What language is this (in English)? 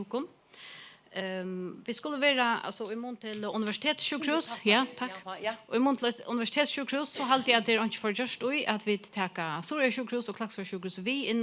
Faroese